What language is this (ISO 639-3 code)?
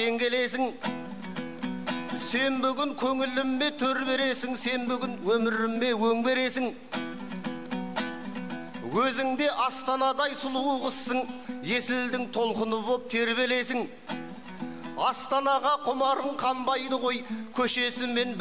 kaz